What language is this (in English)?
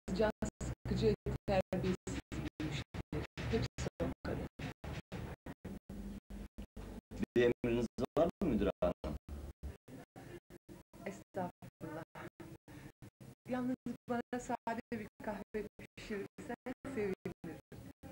Turkish